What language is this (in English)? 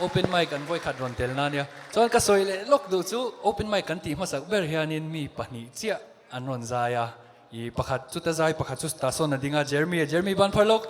Mizo